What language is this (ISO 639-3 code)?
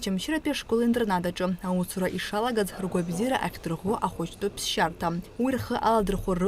abk